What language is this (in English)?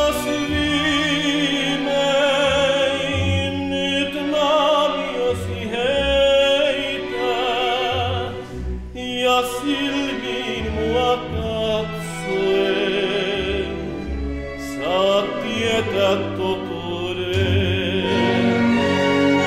Finnish